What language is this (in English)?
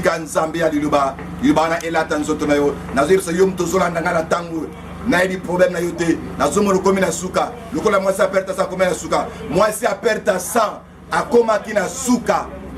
Lingala